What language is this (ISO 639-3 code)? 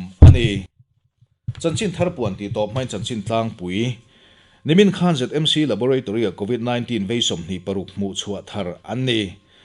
lus